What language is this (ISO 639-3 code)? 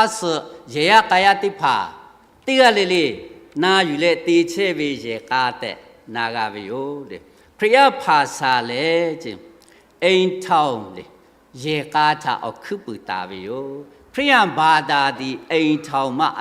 lhu